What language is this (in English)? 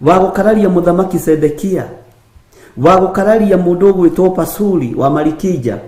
Kikuyu